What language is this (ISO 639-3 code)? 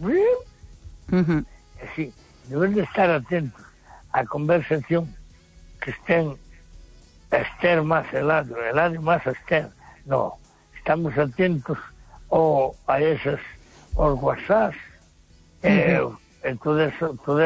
glg